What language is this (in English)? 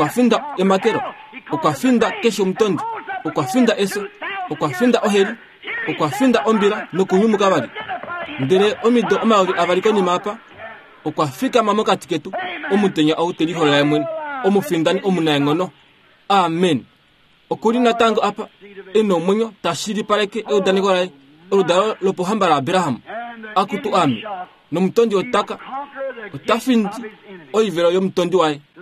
Kuanyama